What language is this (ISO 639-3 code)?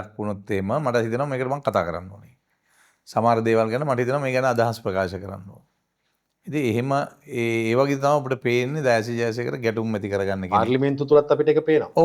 sin